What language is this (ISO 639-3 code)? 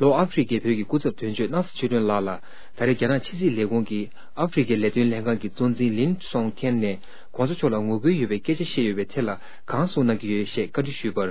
bod